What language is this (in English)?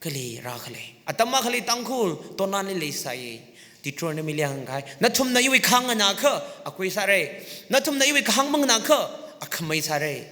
Tangkhul Naga (India)